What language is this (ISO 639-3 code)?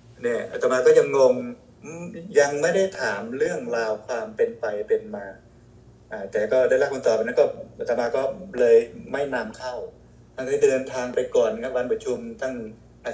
tha